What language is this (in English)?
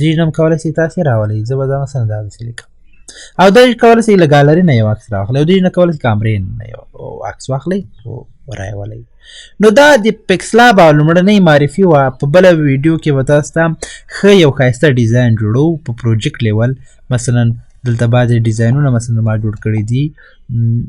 Pashto